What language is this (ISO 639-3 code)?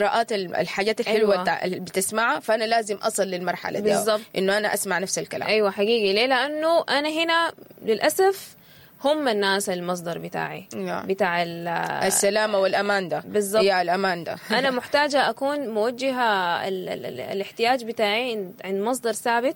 apd